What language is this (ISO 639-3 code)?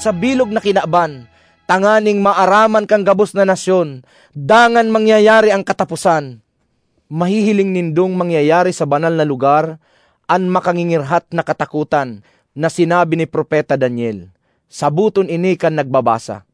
bik